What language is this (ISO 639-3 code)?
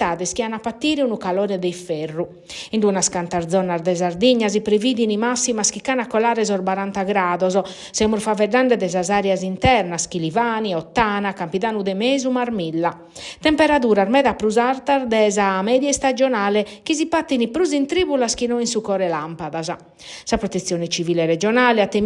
srd